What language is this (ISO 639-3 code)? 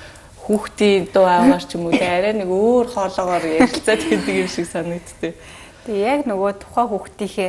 mon